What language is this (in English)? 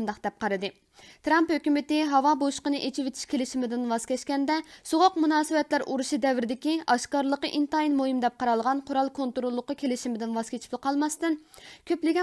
Uyghur